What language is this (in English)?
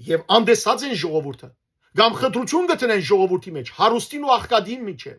Western Armenian